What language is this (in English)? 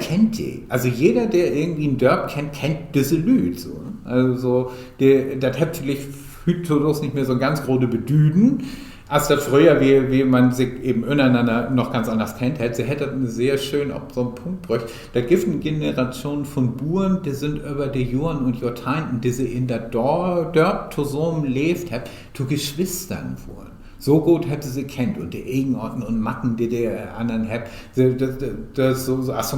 Low German